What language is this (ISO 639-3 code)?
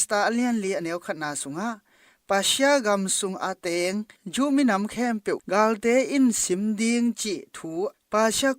ctd